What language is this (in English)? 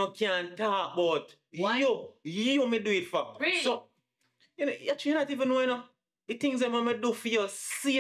Jamaican Creole English